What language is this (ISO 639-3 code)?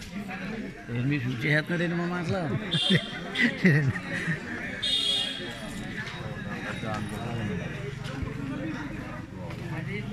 tel